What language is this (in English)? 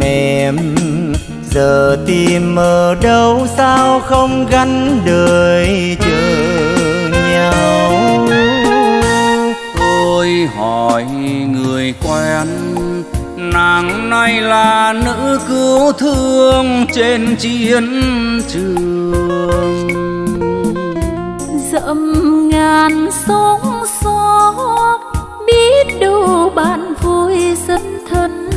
Vietnamese